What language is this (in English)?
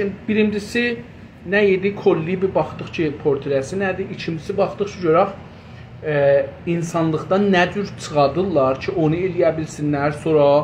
South Azerbaijani